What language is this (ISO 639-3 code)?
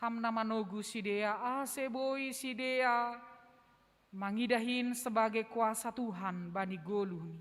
bts